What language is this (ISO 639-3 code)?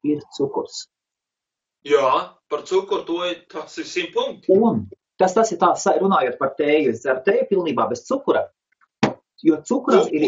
lav